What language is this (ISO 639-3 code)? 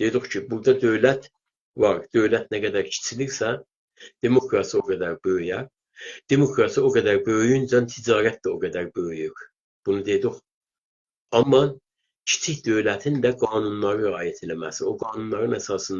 azb